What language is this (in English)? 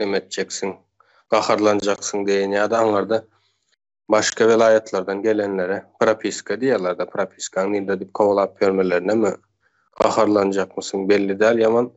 Turkmen